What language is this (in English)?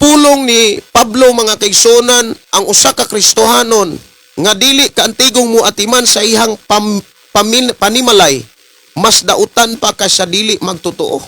Cebuano